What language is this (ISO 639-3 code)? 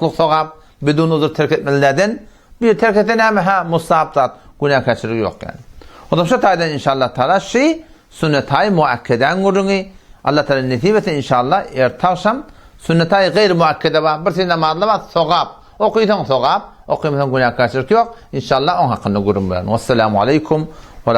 tuk